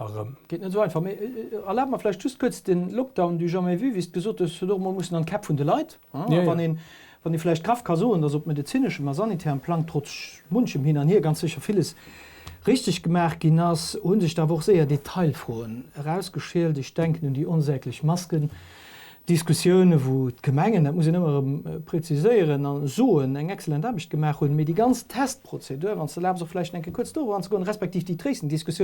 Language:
Luxembourgish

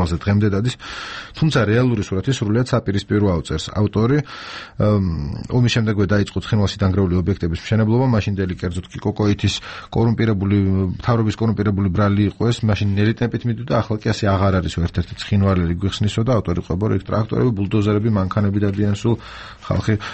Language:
Georgian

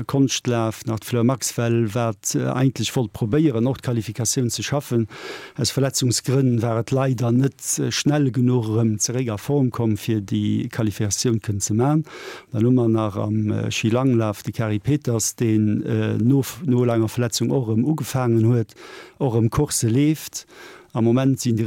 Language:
Luxembourgish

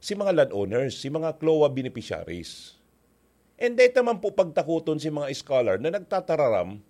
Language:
Bikol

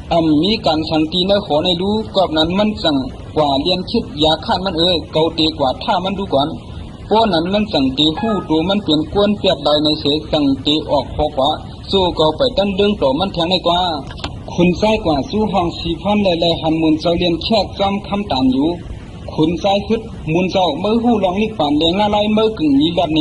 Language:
Shan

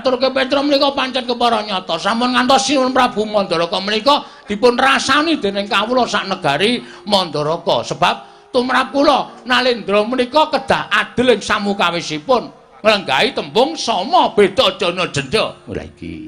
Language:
Javanese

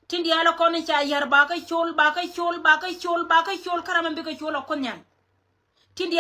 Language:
Nuer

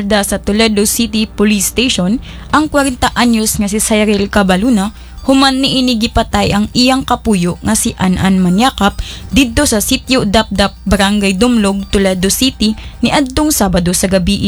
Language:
Cebuano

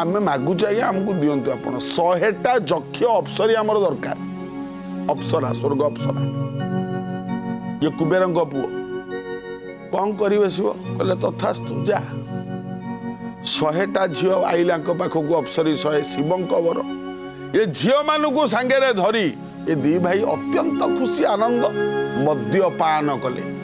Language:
Odia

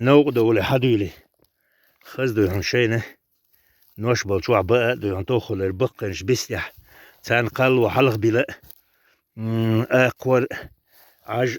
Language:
Chechen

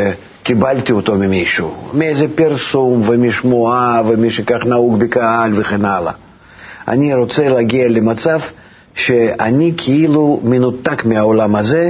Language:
Hebrew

